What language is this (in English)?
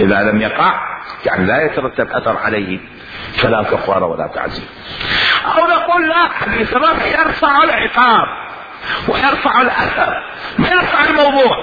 Mesopotamian Arabic